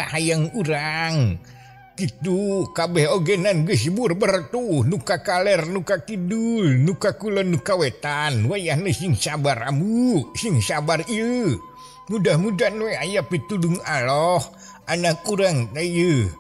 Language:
Sundanese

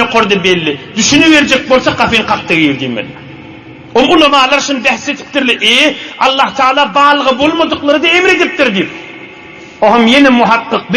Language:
Turkmen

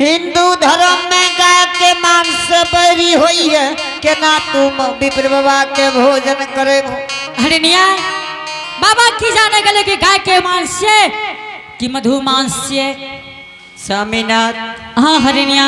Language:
Angika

